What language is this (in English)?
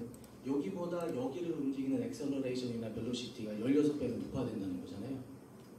Korean